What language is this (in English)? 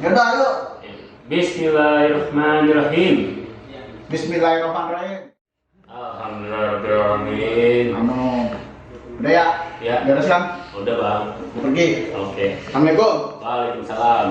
Betawi